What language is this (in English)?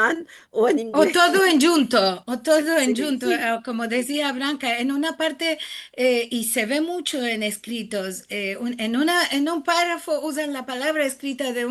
Ladino